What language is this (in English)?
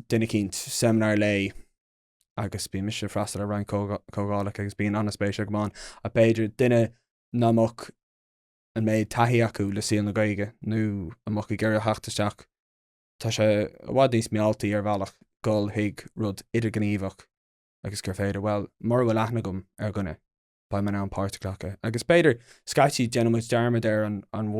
Irish